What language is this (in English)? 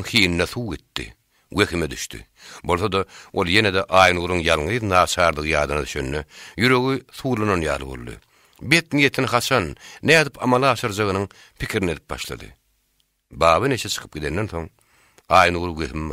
Turkmen